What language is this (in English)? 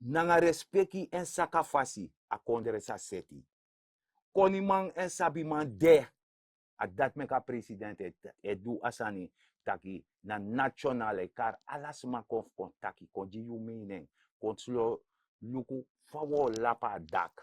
Sranan Tongo